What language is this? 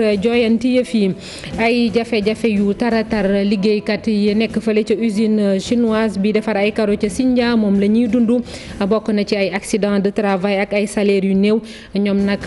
Wolof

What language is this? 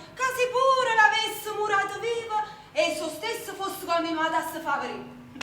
Neapolitan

